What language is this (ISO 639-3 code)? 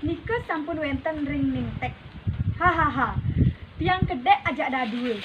ban